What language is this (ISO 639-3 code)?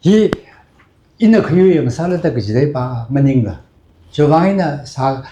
nmf